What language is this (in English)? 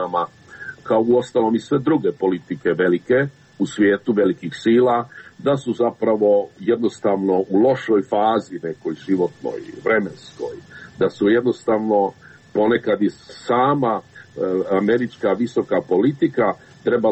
Croatian